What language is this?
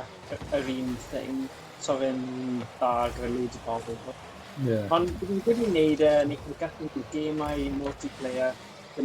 Welsh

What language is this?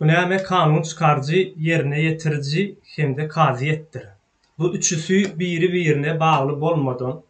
Turkmen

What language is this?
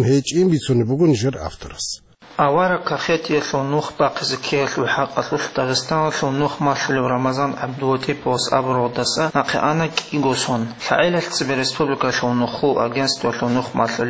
Avaric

